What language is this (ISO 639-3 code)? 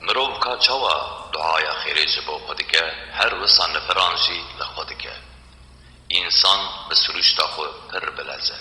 kur